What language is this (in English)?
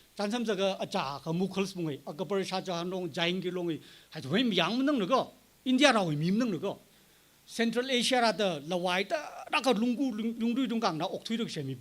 Tangkhul Naga (India)